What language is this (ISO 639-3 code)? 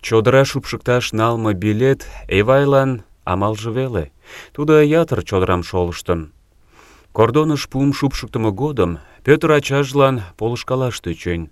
chm